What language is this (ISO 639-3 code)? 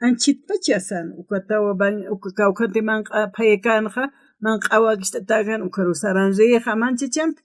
aym